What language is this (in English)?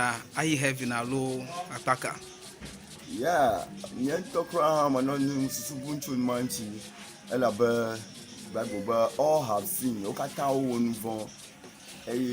Ewe